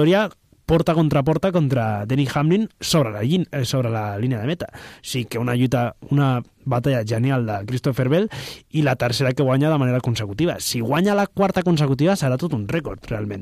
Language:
Catalan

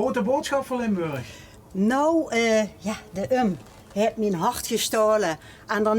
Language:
Limburgish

